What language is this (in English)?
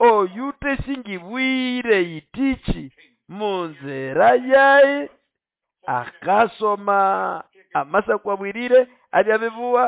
Nande